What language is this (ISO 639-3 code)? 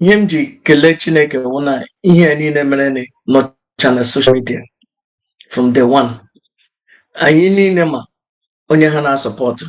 ibo